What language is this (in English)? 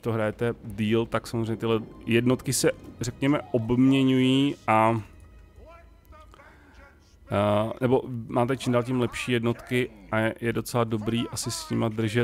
Czech